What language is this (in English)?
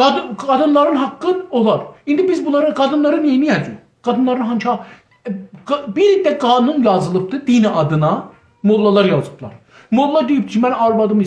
South Azerbaijani